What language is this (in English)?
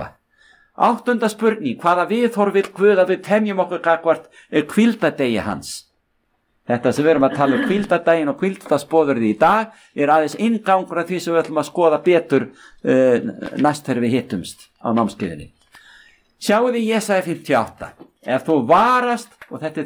Icelandic